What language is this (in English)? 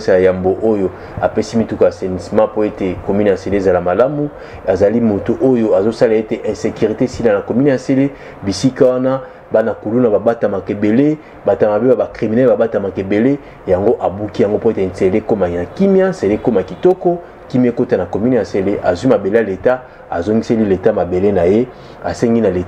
Lingala